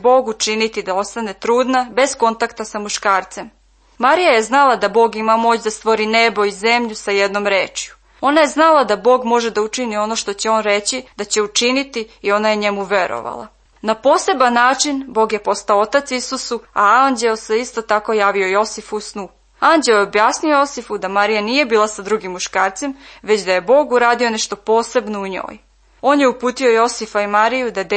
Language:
Serbian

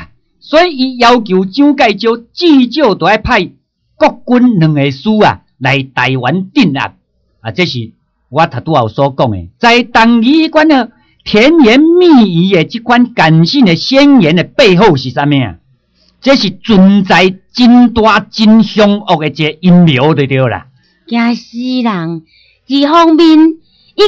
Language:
Min Nan Chinese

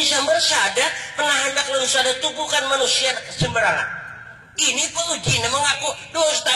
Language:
Banjar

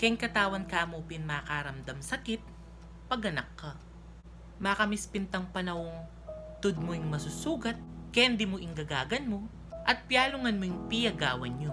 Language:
Pampanga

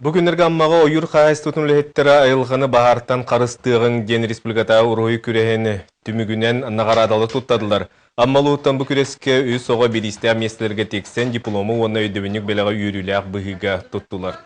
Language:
Yakut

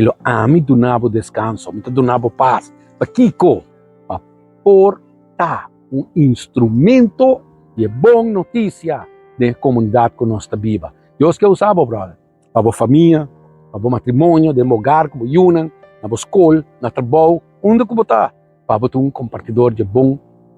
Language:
Papiamento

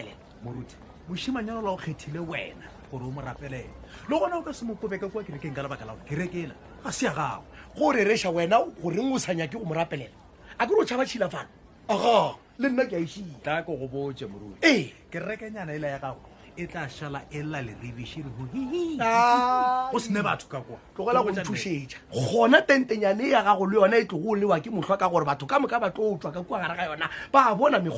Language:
Northern Sotho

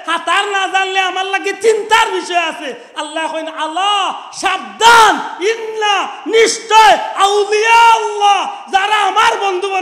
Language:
Sylheti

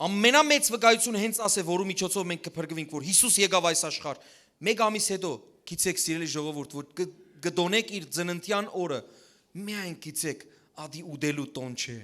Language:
Western Armenian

